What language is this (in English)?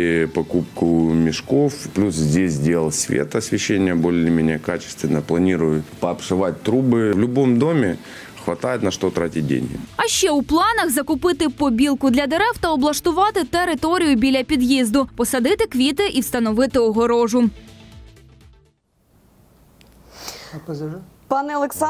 Ukrainian